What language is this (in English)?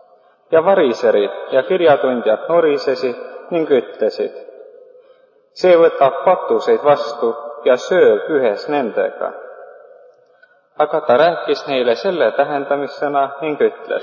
Estonian